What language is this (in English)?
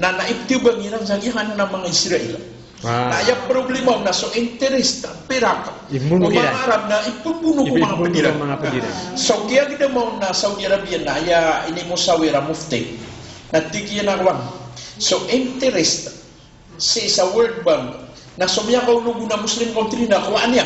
Maranao